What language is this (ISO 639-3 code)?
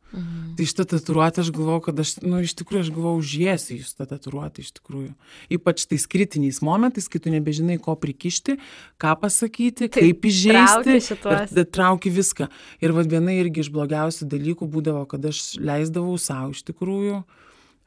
lit